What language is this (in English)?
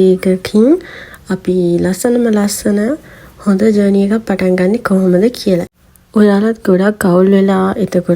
Sinhala